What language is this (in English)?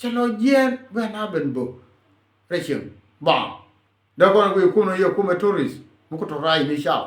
Nuer